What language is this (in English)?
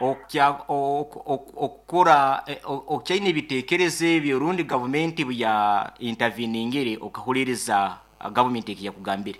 Nyankole